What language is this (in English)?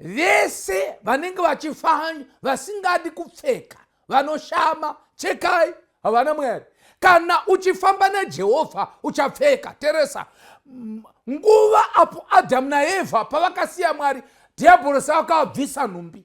Shona